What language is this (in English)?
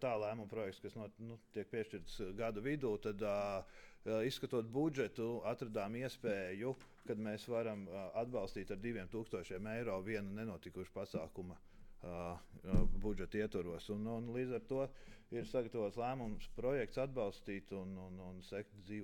Latvian